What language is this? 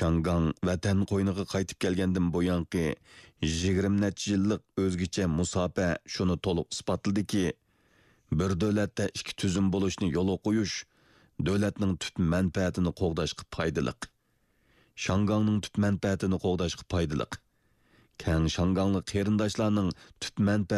Uyghur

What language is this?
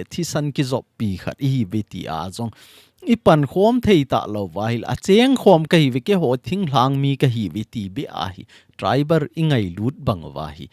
Thado Chin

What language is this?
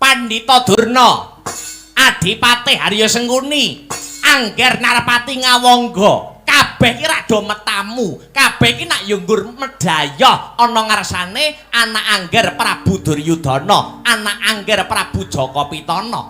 Javanese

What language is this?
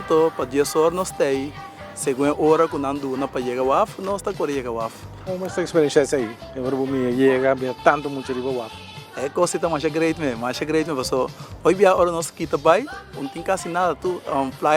Papiamento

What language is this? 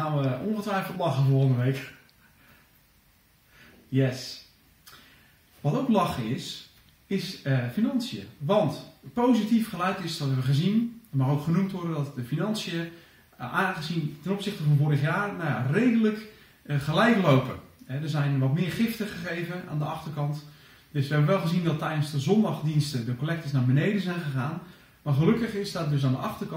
Dutch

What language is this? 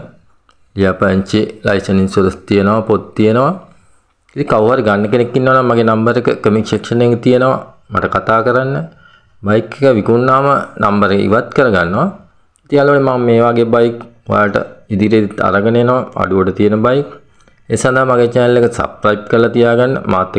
Sinhala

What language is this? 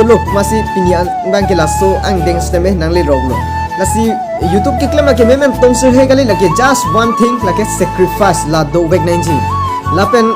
Karbi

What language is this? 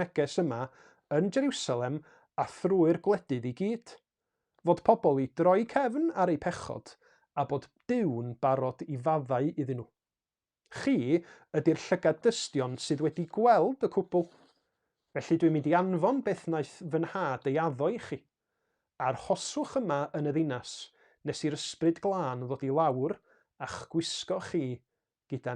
Welsh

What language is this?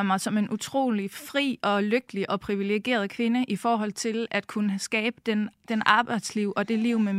Danish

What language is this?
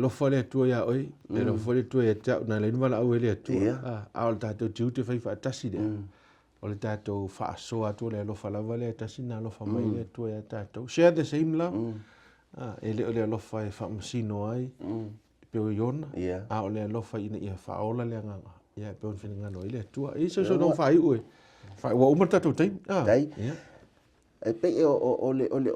Samoan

